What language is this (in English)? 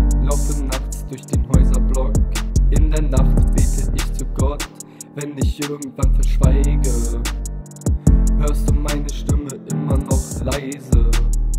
German